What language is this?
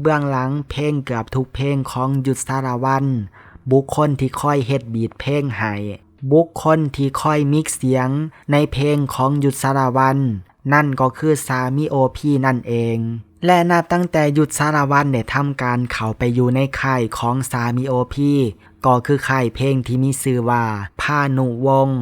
Lao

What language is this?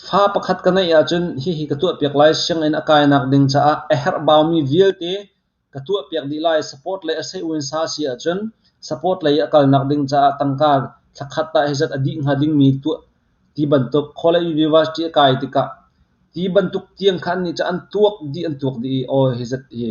Hakha Chin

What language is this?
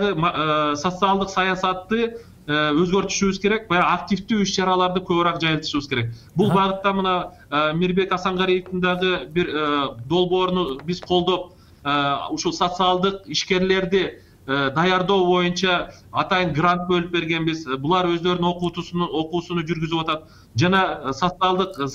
Kyrgyz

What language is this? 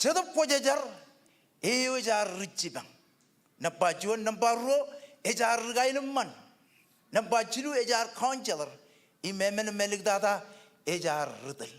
Marshallese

